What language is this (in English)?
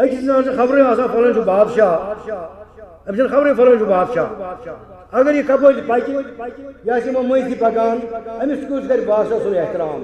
Kashmiri